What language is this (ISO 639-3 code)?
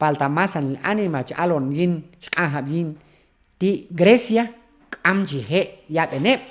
kjb